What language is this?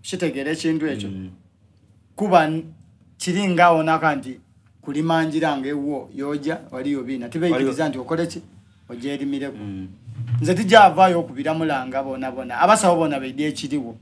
Soga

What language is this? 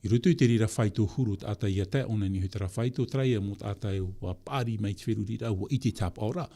Tahitian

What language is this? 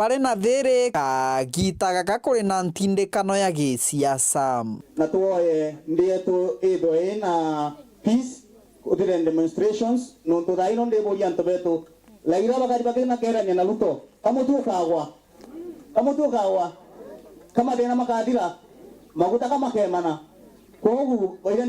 Meru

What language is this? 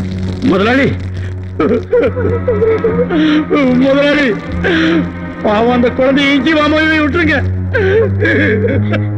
Tamil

